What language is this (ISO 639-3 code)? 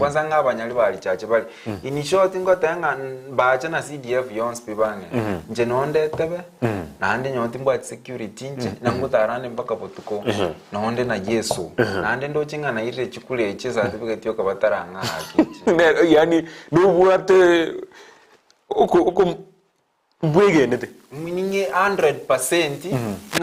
guz